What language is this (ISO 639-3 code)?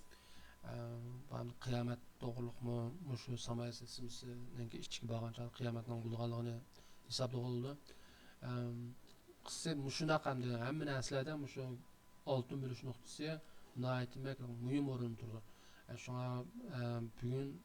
uig